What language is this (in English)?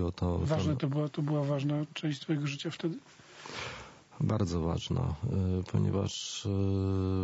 Polish